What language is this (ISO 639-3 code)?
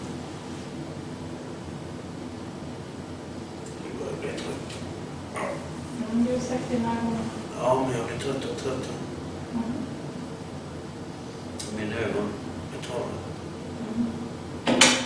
swe